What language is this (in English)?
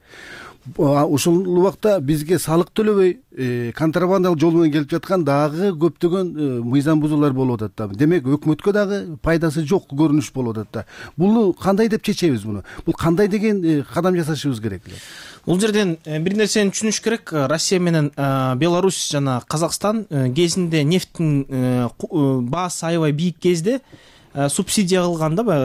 Kyrgyz